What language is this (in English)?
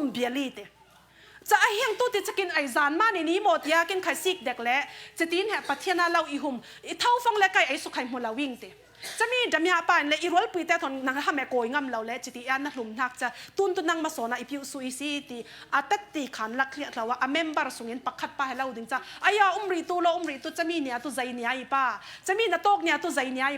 Falam Chin